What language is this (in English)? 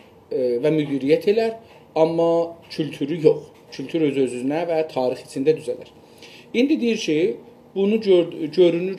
South Azerbaijani